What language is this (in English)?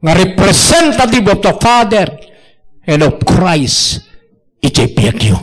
Iloko